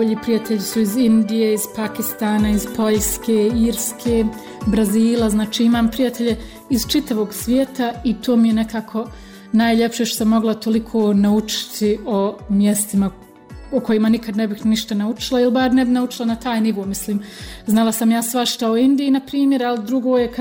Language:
Bosnian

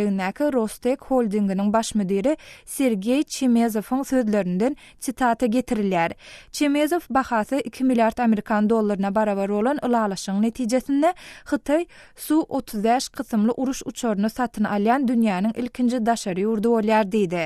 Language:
Turkmen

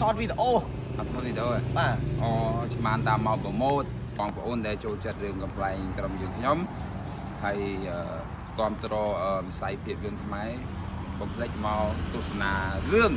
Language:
Khmer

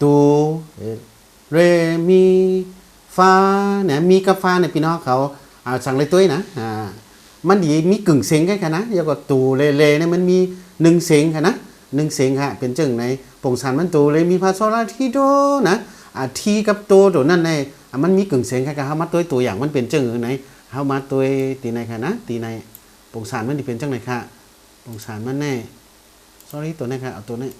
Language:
Shan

